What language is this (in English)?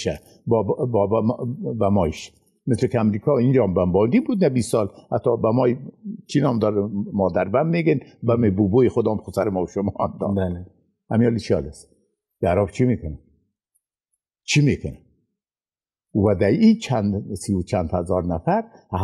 Persian